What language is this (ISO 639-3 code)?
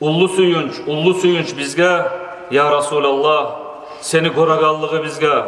kum